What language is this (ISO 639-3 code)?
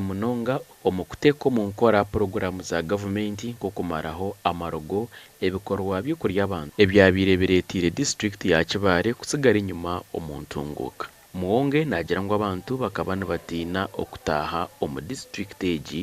nyn